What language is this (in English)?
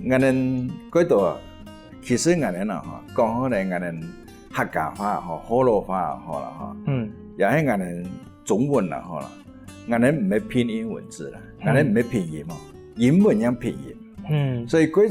Hakka Chinese